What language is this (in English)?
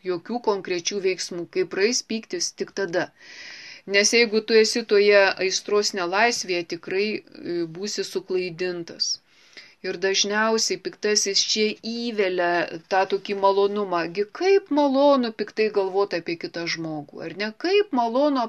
Lithuanian